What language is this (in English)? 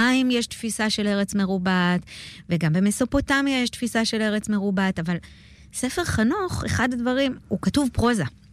Hebrew